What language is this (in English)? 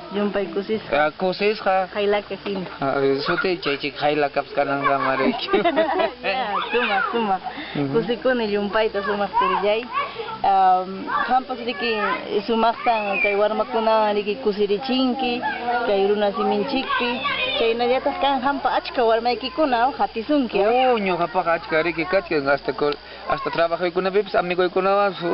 Ayacucho Quechua